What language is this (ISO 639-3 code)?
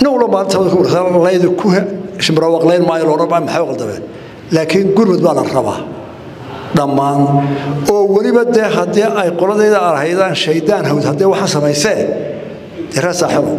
som